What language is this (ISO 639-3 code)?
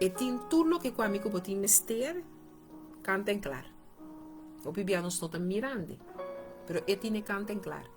pap